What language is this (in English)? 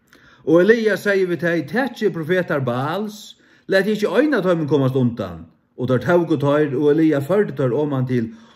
Faroese